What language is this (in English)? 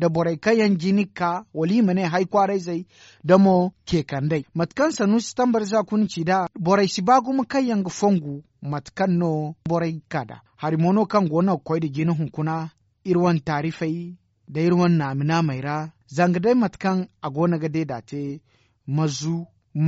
Zarma